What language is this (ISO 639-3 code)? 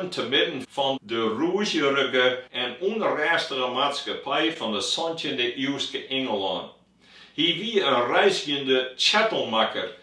fry